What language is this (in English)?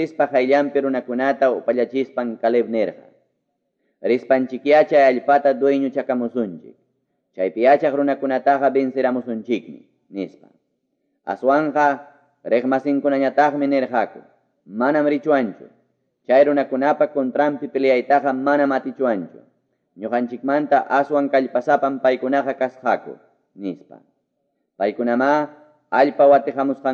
Quechua